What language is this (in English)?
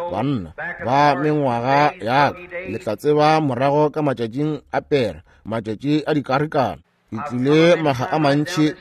Northern Sotho